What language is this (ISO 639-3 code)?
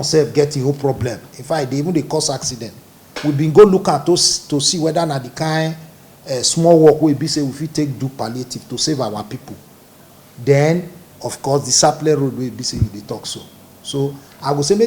pcm